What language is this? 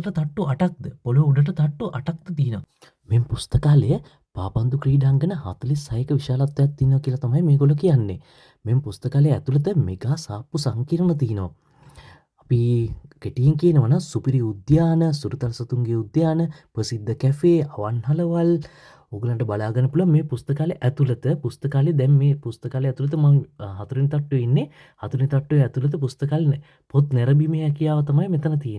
Sinhala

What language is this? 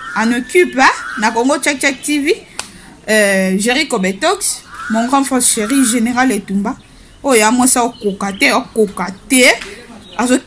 Lingala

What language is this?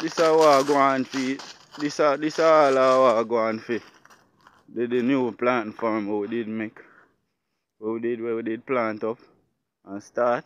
Jamaican Creole English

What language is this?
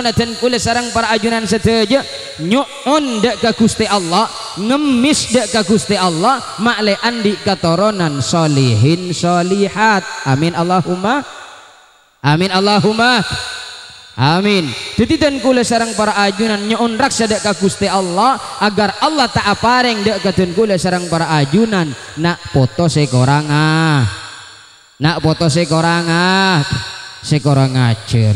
Madurese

